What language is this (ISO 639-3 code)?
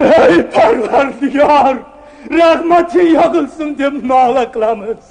uzb